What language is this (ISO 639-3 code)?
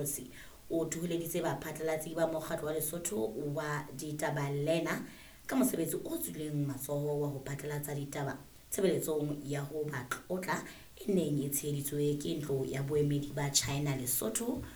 sot